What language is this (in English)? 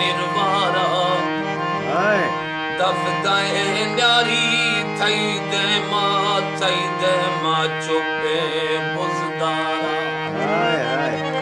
Saraiki